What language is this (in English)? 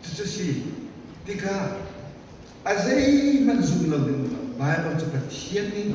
Hakha Chin